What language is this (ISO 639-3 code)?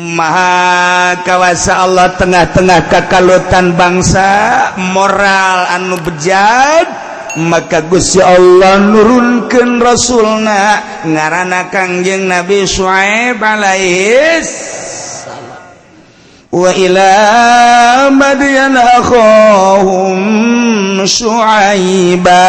sun